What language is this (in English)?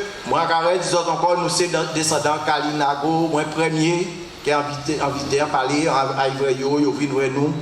Guadeloupean Creole French